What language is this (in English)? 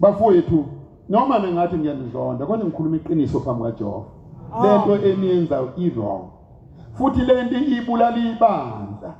Zulu